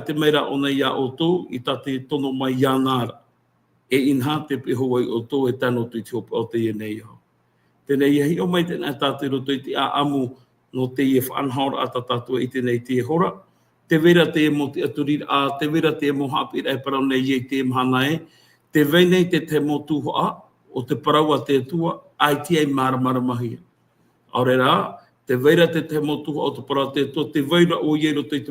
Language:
Tahitian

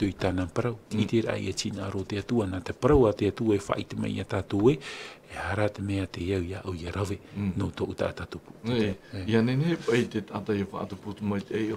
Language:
Tahitian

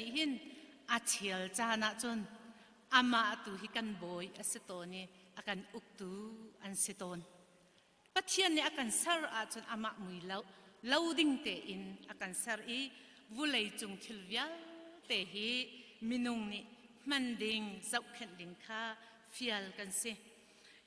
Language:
Hakha Chin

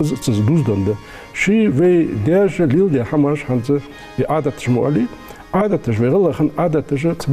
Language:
Ingush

